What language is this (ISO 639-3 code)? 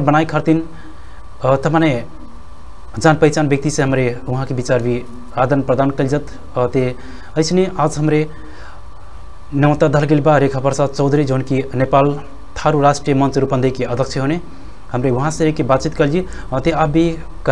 bho